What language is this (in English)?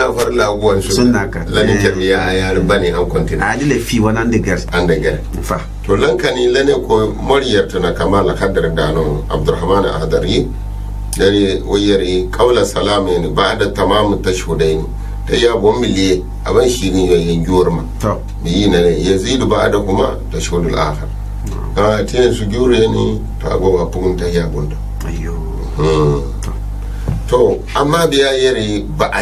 Gourmanchéma